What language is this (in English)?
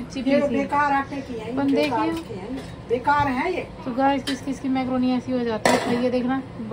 Hindi